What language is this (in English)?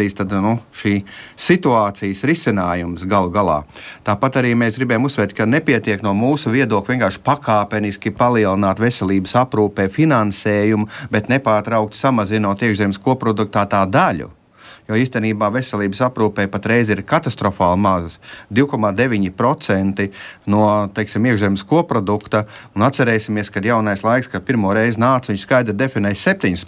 Latvian